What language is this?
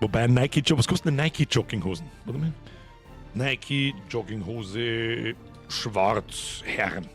Bavarian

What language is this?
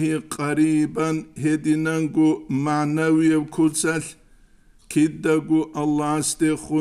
Avaric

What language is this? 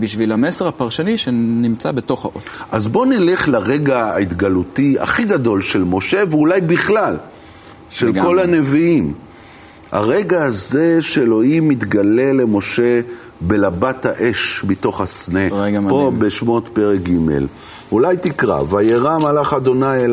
Hebrew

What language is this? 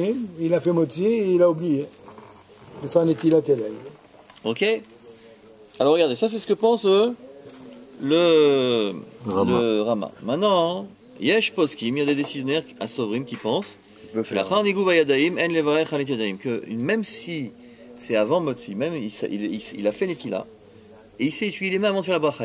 French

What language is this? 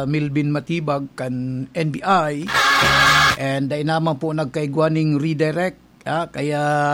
Bikol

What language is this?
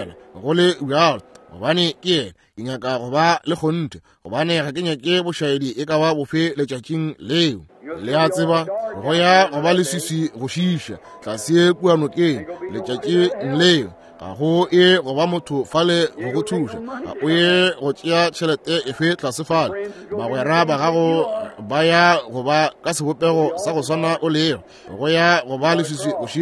Northern Sotho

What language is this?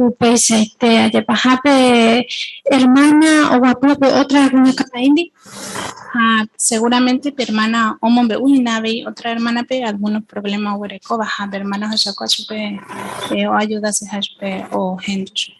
Guarani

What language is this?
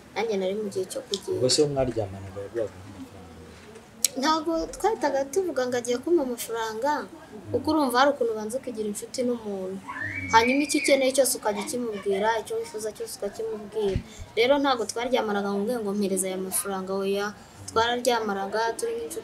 Kinyarwanda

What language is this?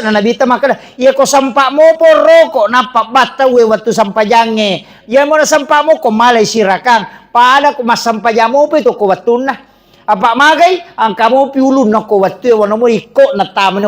Buginese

